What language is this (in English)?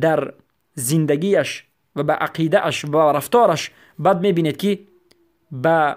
Persian